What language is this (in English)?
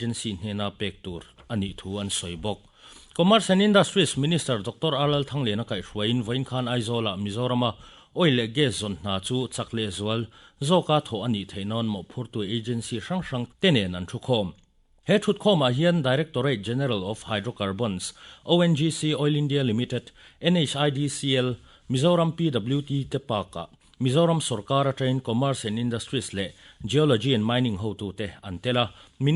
Mizo